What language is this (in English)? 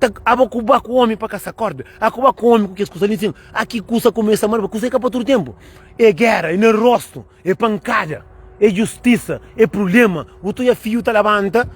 Kabuverdianu